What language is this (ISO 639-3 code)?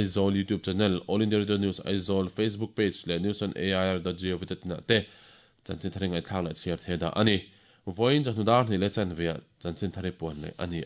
lus